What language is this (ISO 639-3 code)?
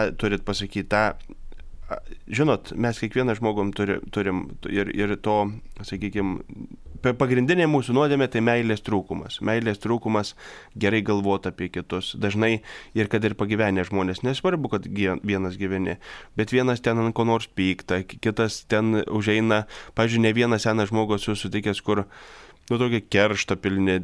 lit